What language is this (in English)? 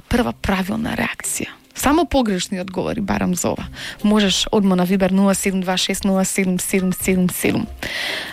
Macedonian